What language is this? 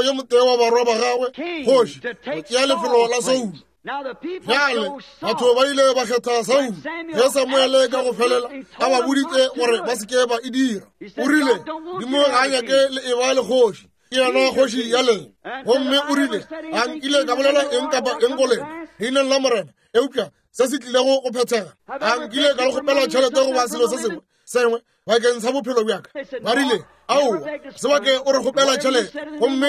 Northern Sotho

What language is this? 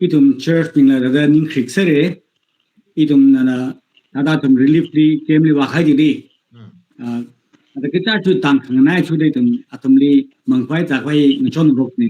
Tangkhul Naga (India)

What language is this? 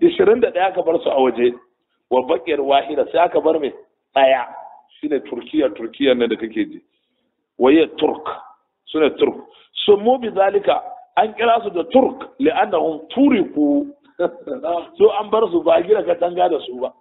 Hausa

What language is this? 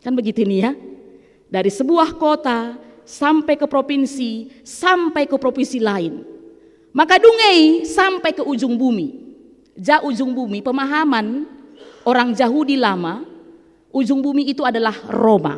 Batak Karo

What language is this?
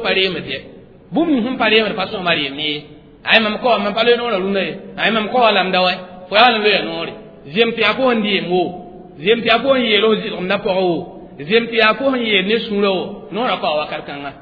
Mossi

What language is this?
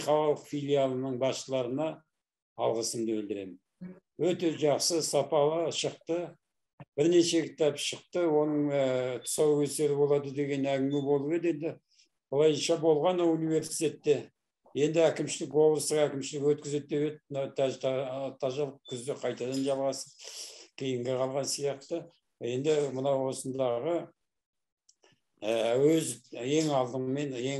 Kazakh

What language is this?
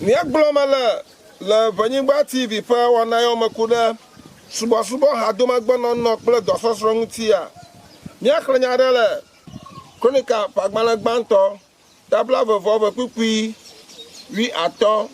Ewe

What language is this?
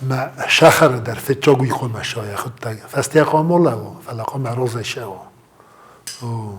Ossetic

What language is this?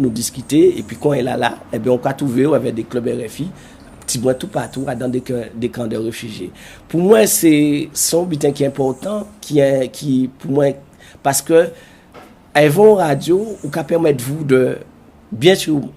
Guadeloupean Creole French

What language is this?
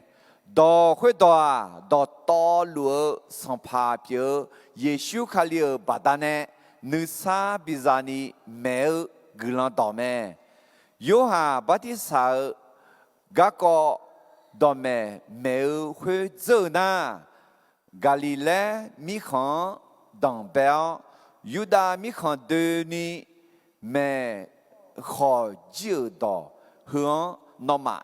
Akha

